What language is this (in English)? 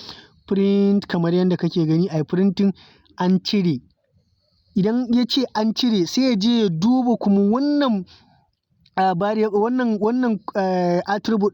Hausa